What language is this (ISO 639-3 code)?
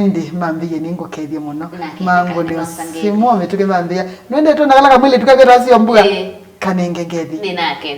kam